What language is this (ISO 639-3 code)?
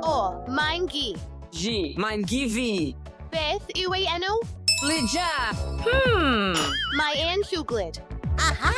cym